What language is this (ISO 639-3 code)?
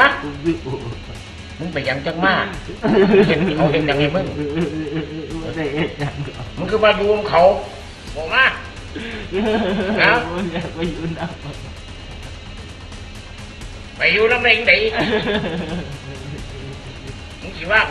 tha